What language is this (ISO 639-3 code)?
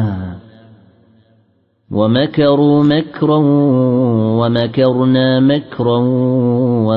ara